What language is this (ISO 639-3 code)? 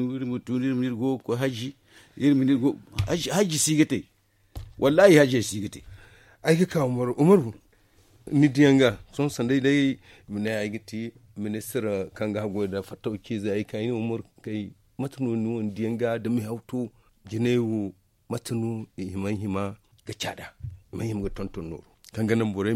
dje